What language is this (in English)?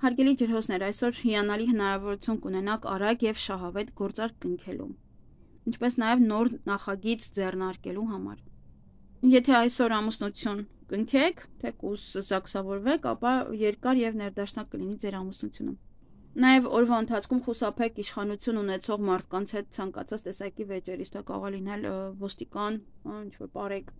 Armenian